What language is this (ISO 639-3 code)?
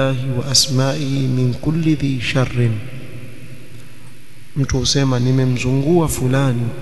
swa